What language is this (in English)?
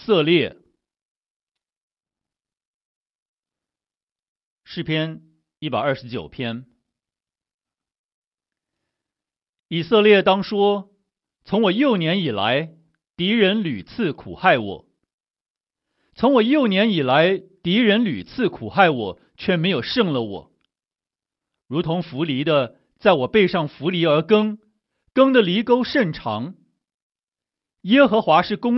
Chinese